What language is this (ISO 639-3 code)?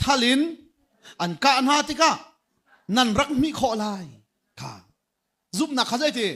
cnh